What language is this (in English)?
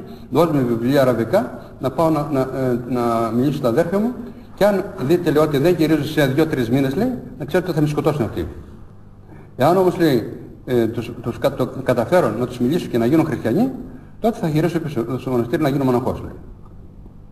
Greek